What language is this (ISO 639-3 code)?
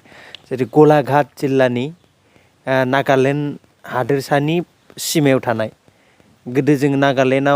brx